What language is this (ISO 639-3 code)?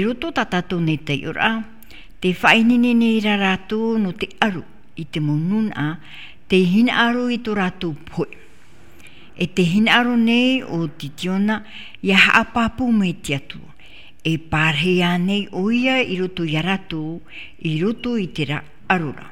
tah